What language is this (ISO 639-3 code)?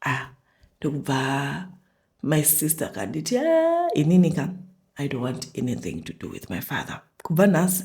sna